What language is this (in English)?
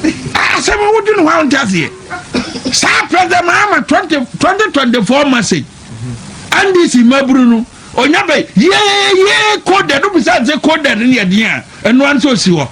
Akan